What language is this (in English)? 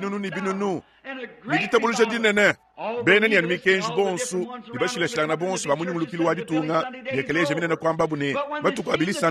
Luba-Lulua